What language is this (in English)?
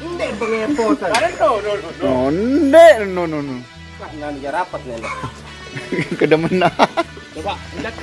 Sasak